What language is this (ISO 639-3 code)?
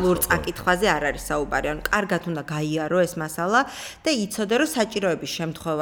kat